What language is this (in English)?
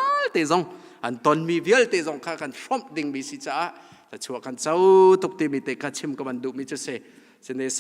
Hakha Chin